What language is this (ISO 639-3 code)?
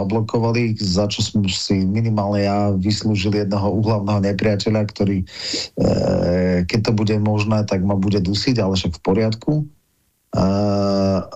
slk